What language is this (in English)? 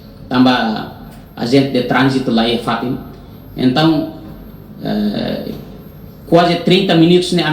Tetum